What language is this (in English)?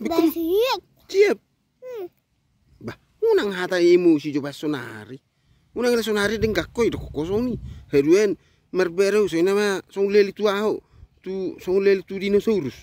Batak Toba